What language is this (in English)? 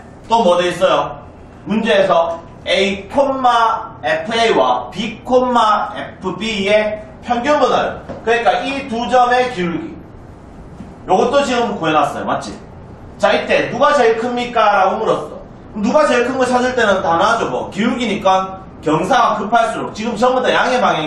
Korean